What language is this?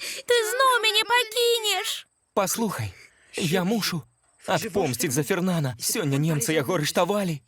Belarusian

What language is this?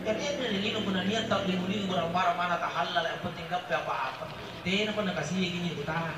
Makasar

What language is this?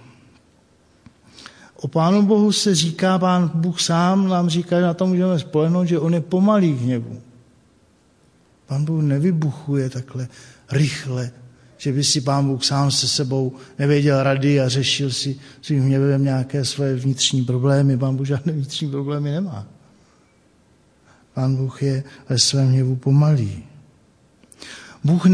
Czech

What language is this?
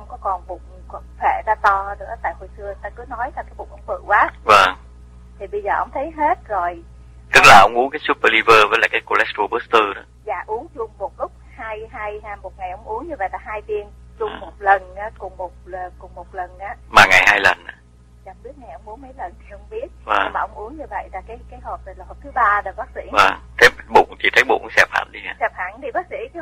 Vietnamese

